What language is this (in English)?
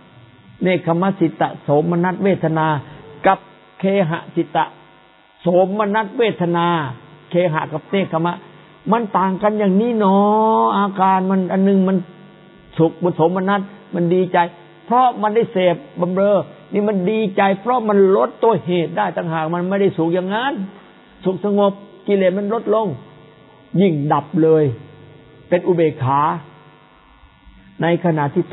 Thai